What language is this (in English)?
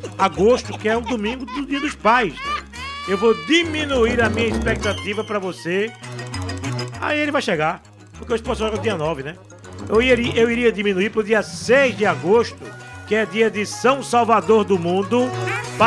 Portuguese